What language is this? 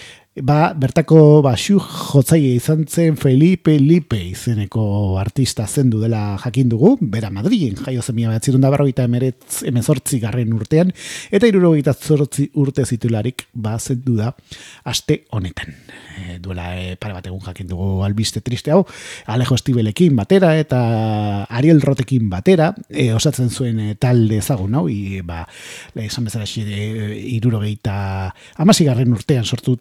Basque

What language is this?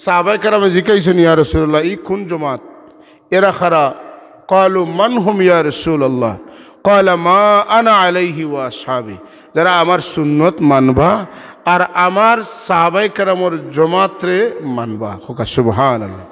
Sylheti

